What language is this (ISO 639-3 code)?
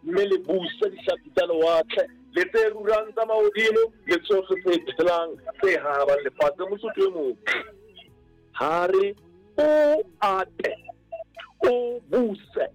sot